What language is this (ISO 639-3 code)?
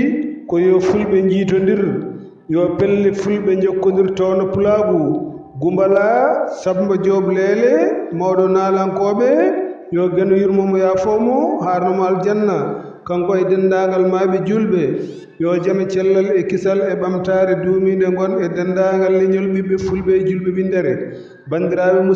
ful